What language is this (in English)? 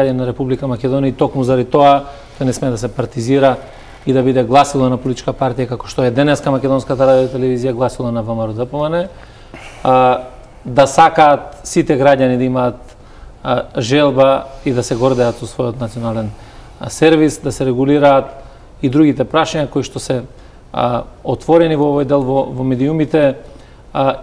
Macedonian